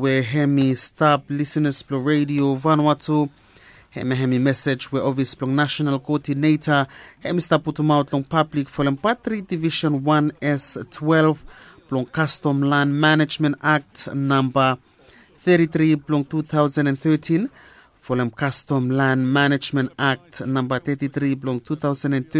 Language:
Bislama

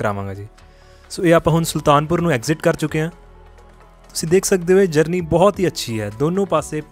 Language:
Punjabi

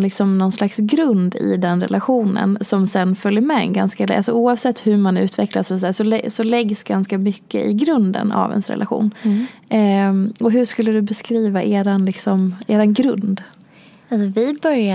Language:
Swedish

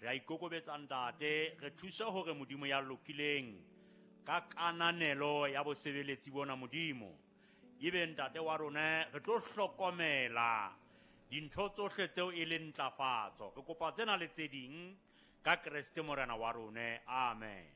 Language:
Southern Sotho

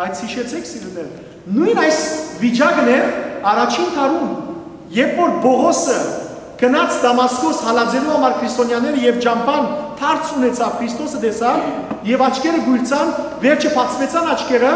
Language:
Western Armenian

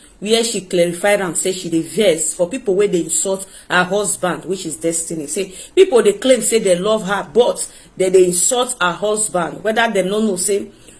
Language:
Nigerian Pidgin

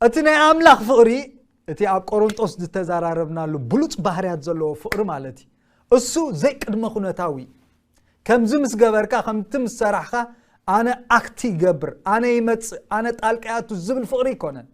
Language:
Tigrinya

